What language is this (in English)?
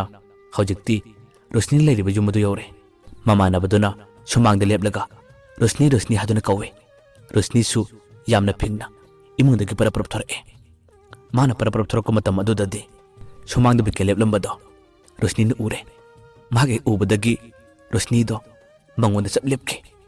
Manipuri